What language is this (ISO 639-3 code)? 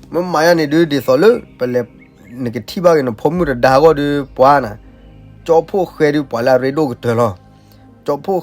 ksw